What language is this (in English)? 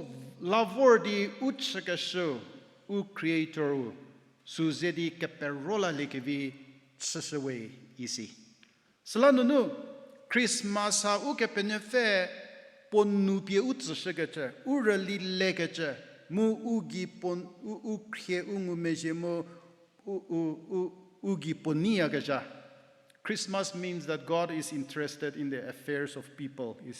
Angami Naga